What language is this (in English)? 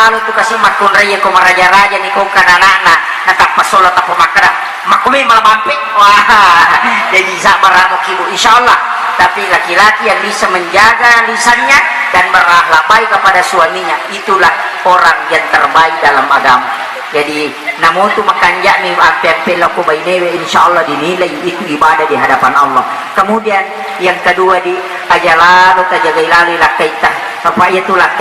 Buginese